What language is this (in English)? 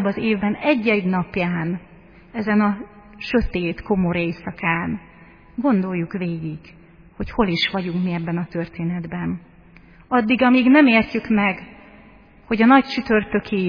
Hungarian